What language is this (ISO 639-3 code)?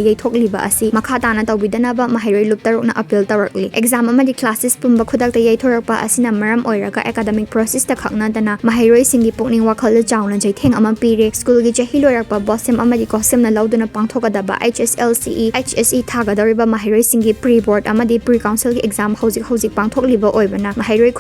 mni